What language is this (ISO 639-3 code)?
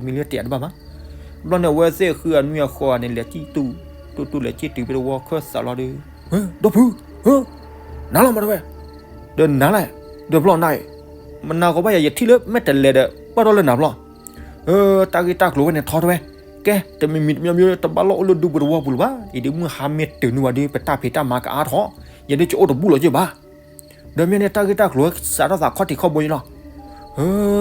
ksw